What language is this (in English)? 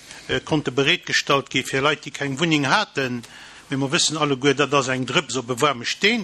Luxembourgish